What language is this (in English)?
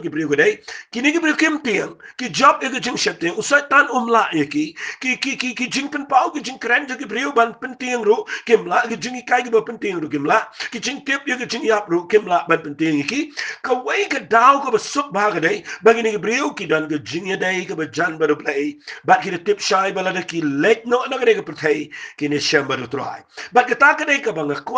Khasi